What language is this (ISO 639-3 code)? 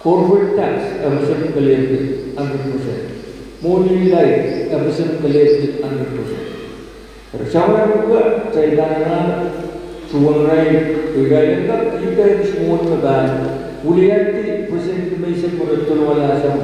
pon